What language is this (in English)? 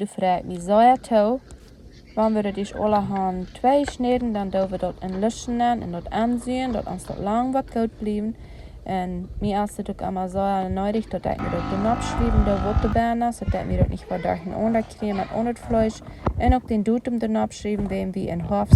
Plautdietsch